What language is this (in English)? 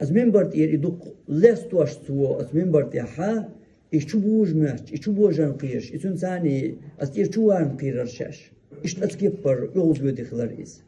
Chechen